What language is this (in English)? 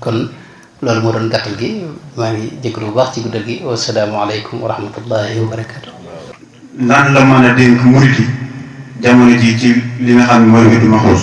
Wolof